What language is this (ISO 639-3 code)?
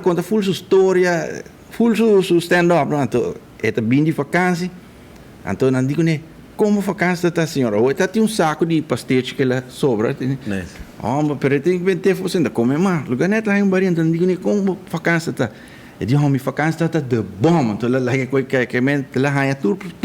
pap